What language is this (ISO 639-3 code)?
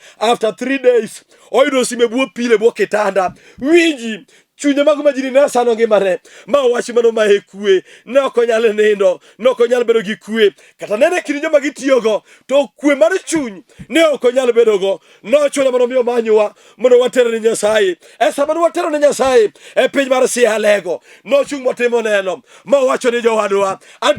luo